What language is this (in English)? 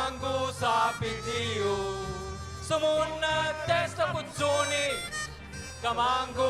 Sicilian